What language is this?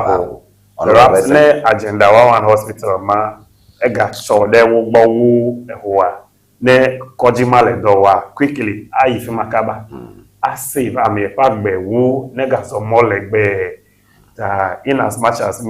Ewe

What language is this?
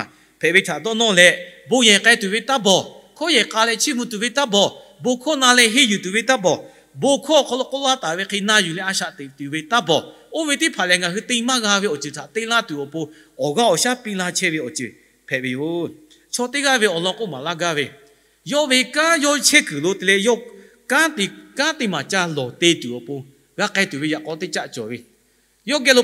Lahu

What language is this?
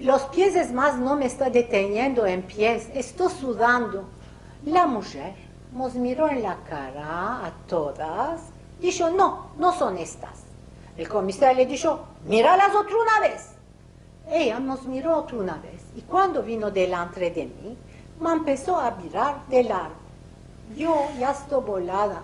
Ladino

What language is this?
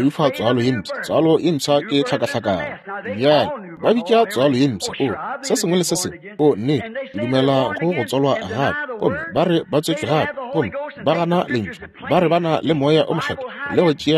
Northern Sotho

